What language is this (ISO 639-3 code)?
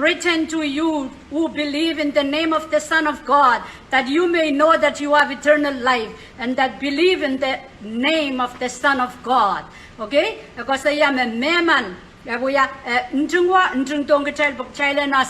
pon